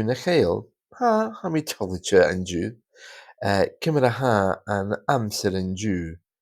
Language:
Scottish Gaelic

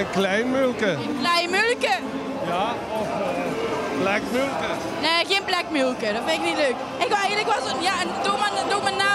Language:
Limburgish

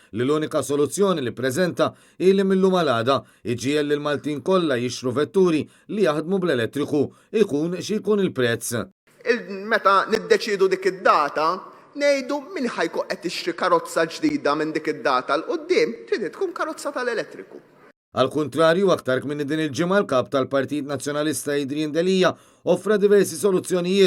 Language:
Maltese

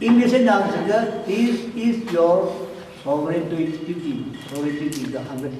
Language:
Tangkhul Naga (India)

